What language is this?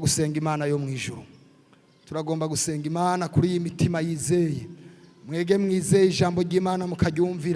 Rundi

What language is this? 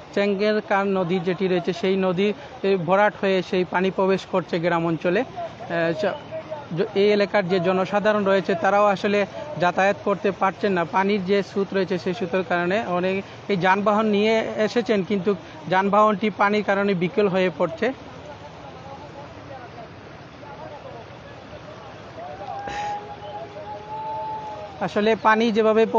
Bangla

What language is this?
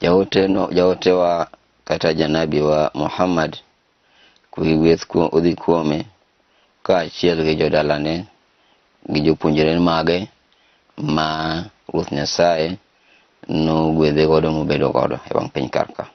Luo (Kenya and Tanzania)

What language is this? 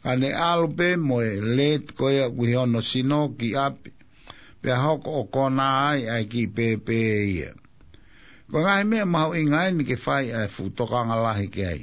Tongan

